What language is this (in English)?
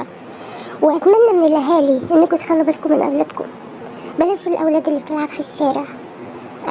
Egyptian Arabic